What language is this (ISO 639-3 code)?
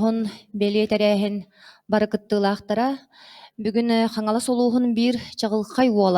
sah